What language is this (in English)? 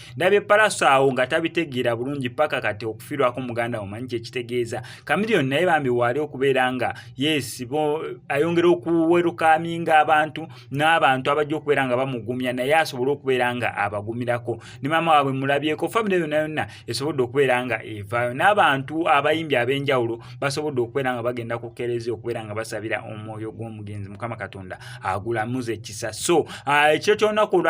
Ganda